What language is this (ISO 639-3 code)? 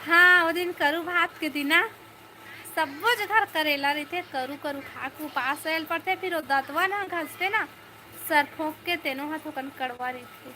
hne